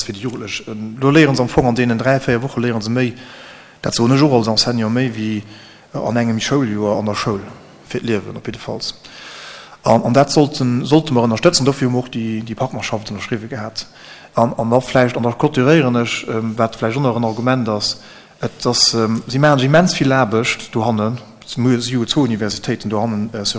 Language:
Luxembourgish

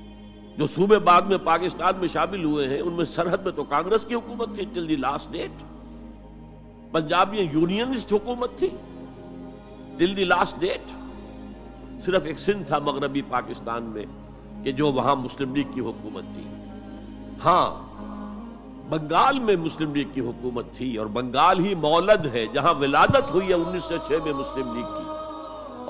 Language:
Urdu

